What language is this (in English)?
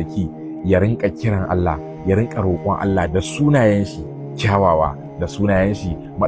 Hausa